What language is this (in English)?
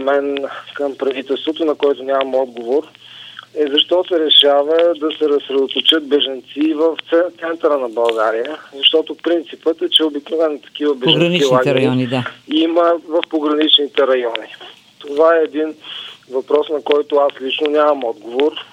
Bulgarian